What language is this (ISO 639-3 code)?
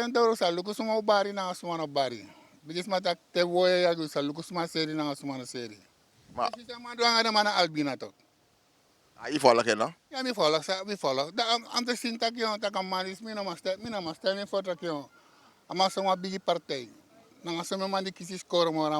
srn